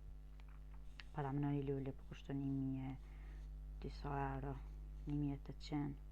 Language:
Albanian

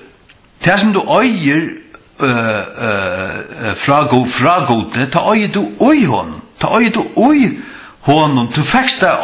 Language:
Faroese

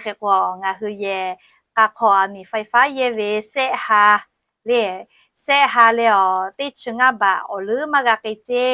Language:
Lahu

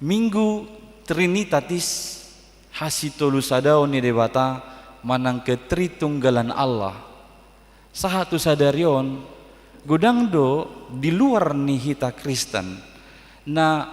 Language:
Batak Toba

